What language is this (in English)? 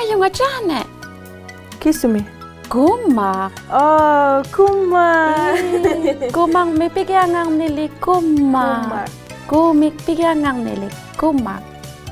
Inuktitut